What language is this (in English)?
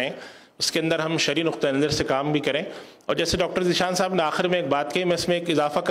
Urdu